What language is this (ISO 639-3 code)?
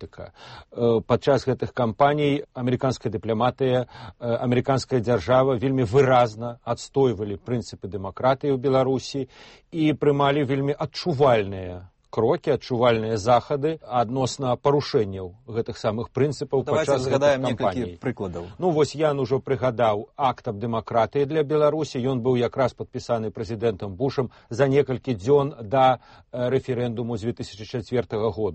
bel